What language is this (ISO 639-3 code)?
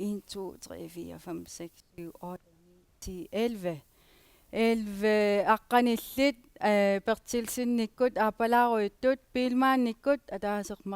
kal